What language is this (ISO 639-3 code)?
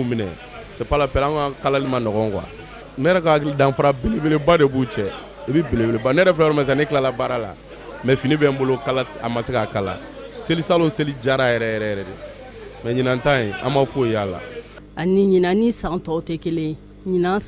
bam